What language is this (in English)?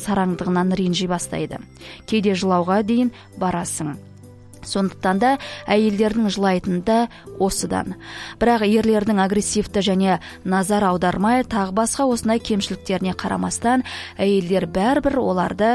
Kazakh